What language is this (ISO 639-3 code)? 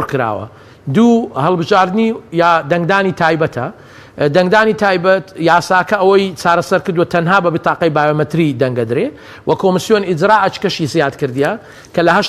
ckb